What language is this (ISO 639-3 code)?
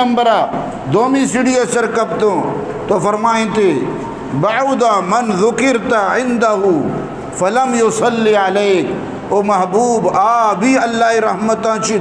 bgp